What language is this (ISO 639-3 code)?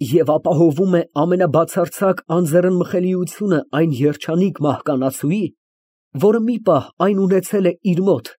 hye